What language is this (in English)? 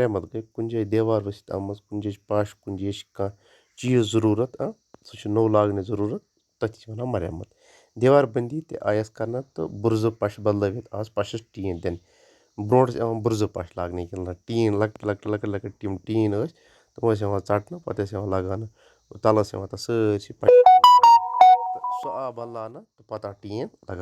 Kashmiri